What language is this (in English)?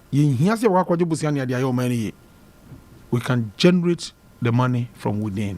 Akan